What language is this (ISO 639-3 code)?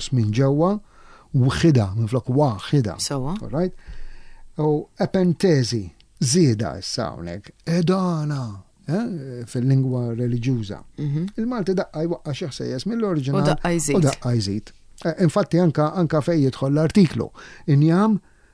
mlt